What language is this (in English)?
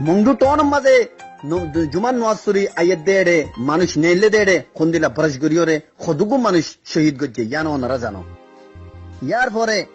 Rohingya